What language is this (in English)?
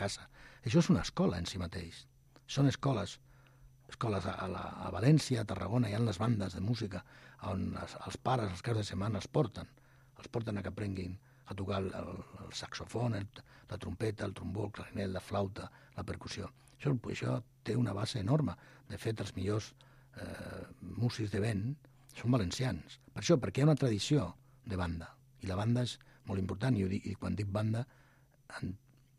Catalan